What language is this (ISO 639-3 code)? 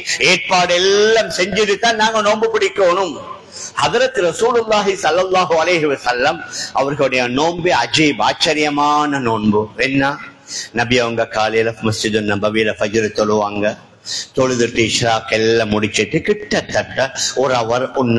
tam